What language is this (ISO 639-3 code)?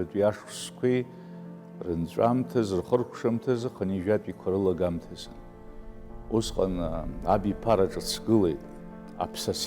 abk